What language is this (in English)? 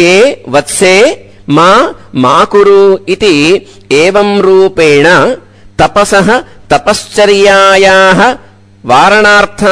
Sanskrit